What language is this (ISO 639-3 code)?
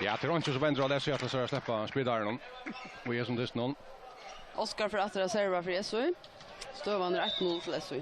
fao